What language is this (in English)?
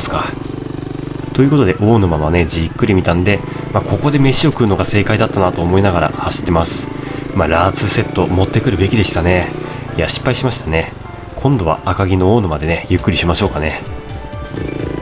Japanese